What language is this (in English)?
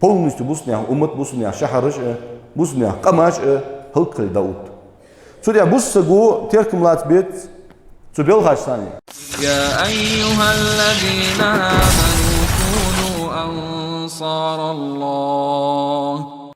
Ingush